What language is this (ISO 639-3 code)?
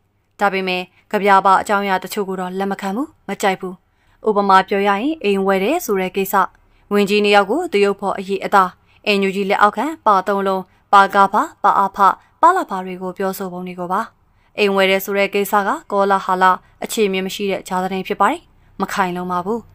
mya